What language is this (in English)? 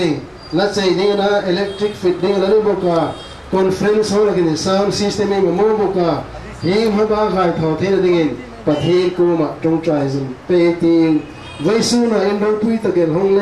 Hmar